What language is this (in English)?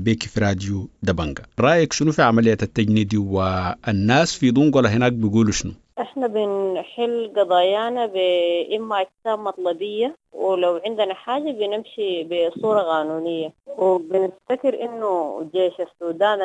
Sudanese Arabic